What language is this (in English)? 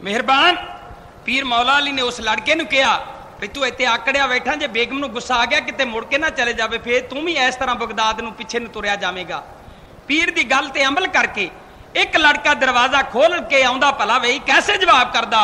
Punjabi